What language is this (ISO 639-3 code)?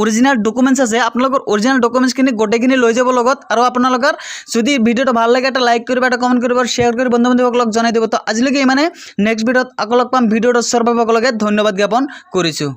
asm